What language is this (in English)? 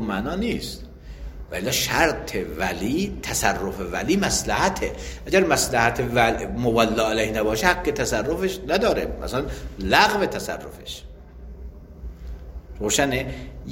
Persian